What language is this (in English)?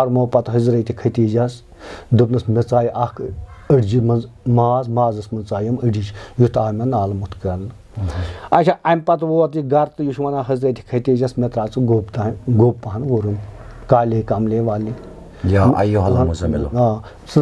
Kashmiri